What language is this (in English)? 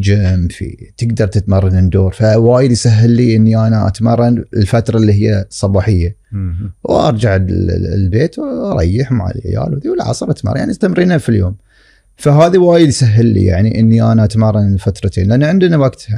Gulf Arabic